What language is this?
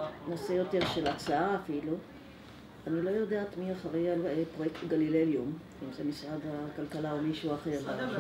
Hebrew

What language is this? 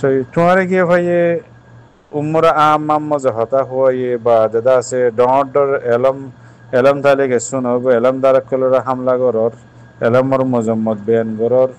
Rohingya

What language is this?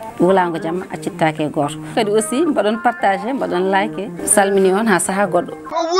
Fula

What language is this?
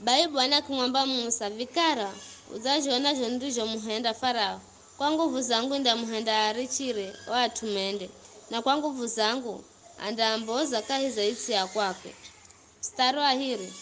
Giryama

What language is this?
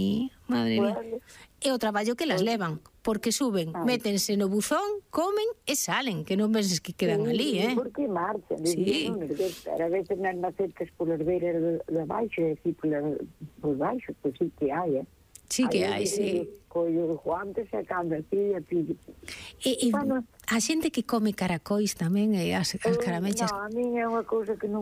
Galician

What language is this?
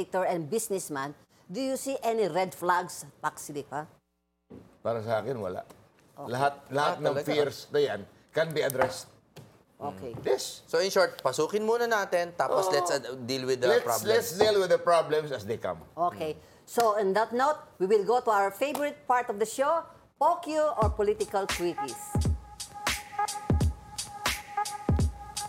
Filipino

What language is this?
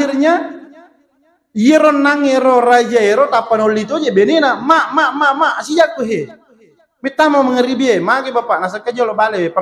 Buginese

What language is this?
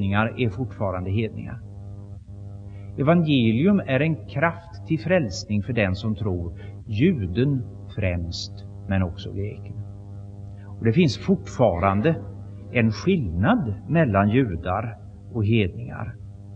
Swedish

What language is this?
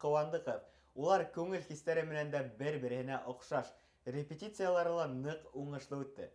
Bashkir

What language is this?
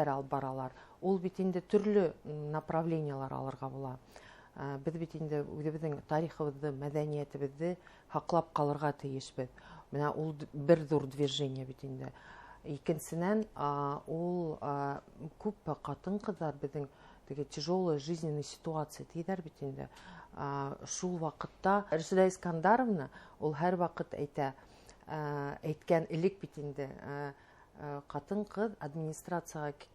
Bashkir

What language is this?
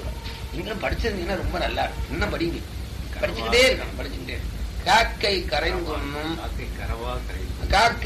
Tamil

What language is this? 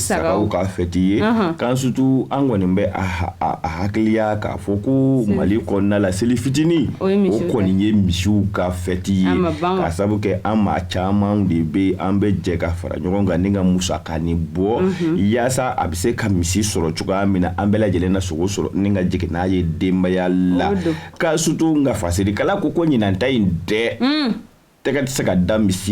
Bambara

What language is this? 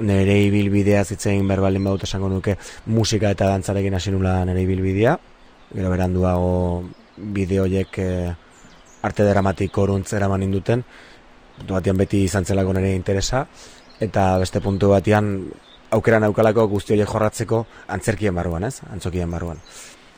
Basque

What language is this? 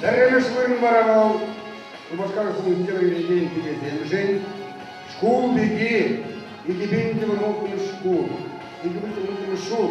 Chuvash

